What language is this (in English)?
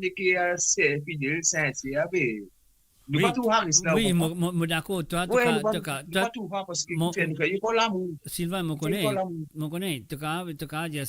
Morisyen